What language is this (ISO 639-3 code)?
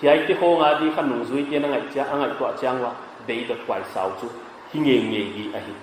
pck